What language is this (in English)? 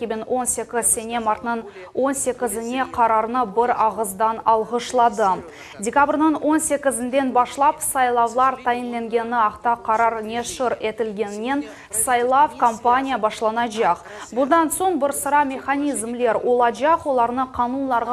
Crimean Tatar